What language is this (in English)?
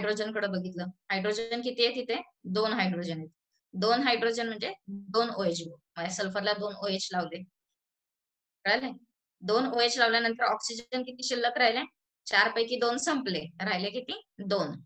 Marathi